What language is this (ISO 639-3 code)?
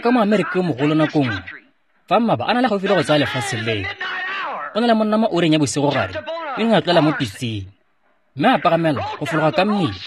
tsn